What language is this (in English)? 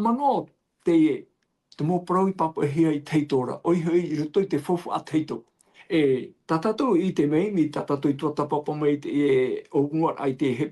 Tahitian